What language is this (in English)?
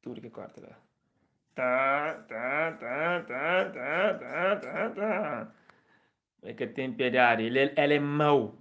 Kabuverdianu